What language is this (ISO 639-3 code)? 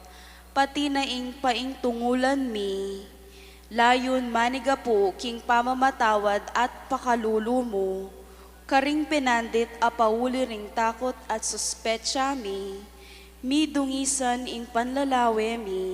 pam